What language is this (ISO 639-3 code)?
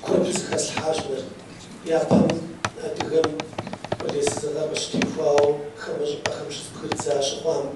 kbd